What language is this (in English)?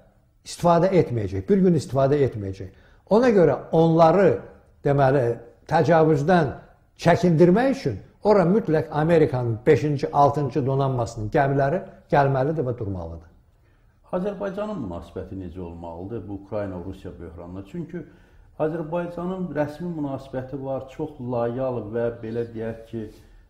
Azerbaijani